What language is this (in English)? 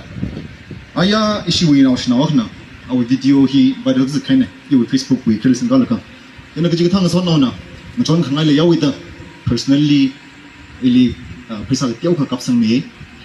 Tangkhul Naga (India)